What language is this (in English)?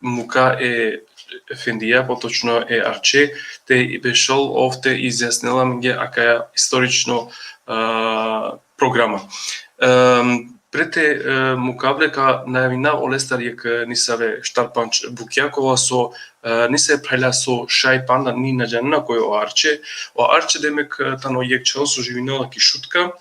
Balkan Romani